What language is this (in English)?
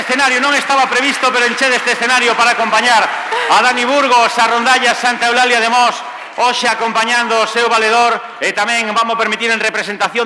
Galician